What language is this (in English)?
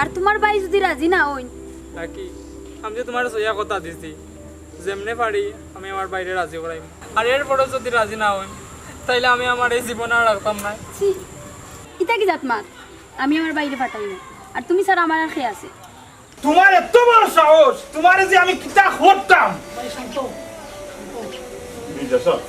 Sylheti